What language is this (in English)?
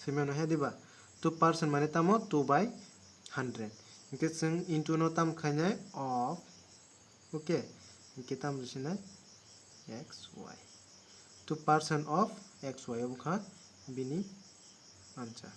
Kok Borok